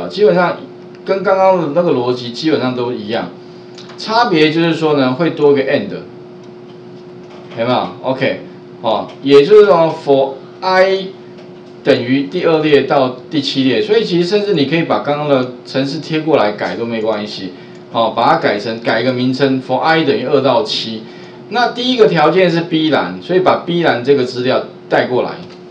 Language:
Chinese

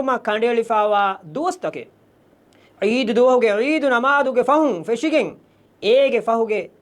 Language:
Divehi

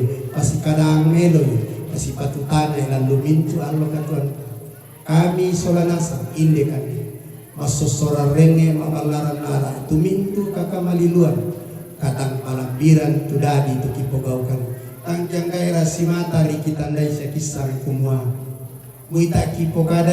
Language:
Toraja-Sa'dan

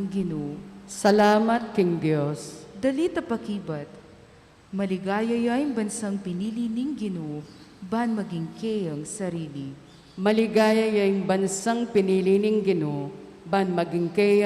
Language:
Pampanga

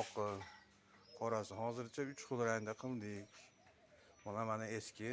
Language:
Uzbek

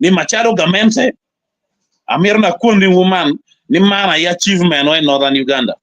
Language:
Acoli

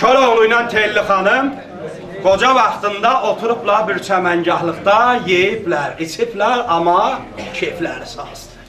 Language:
South Azerbaijani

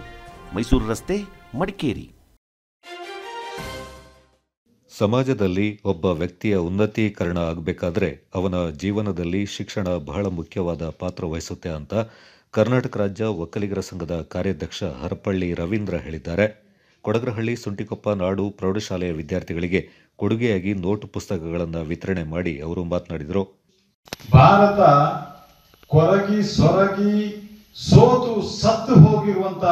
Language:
Kannada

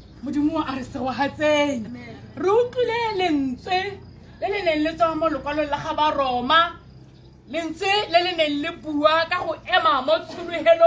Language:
Tswana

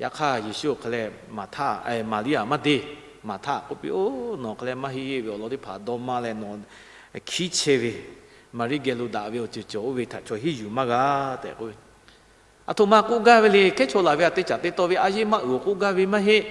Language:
Lahu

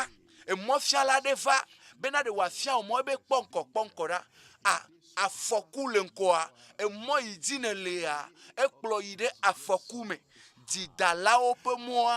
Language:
Ewe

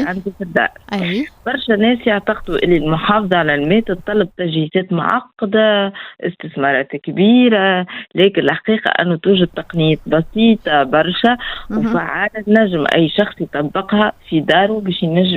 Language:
Tunisian Arabic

